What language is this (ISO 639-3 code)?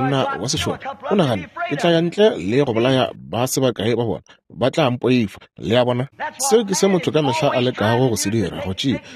nso